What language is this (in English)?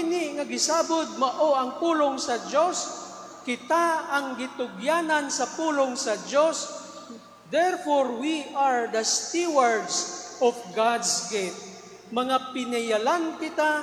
Cebuano